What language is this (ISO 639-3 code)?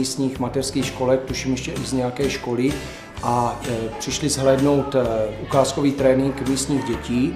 ces